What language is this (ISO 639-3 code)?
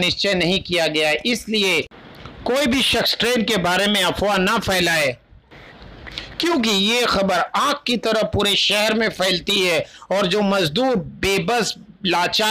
hin